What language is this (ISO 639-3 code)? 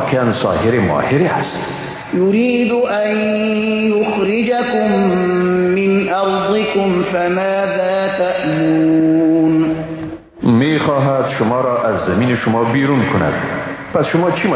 fas